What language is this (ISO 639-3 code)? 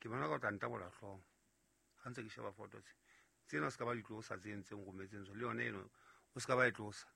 sot